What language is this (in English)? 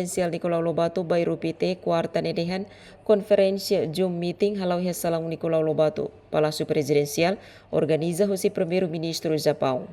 Tetum